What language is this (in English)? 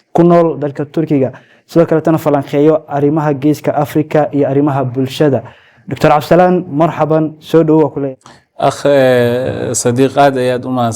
Somali